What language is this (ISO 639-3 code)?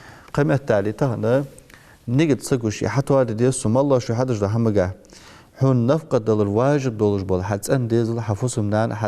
inh